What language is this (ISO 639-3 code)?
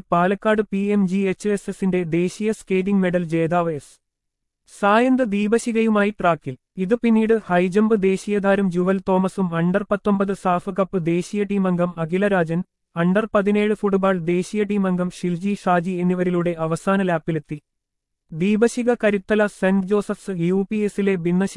mal